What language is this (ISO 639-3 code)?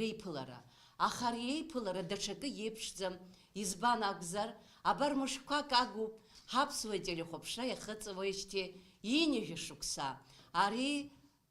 abk